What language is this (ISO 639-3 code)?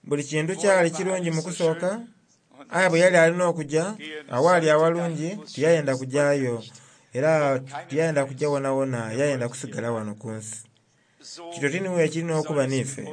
xog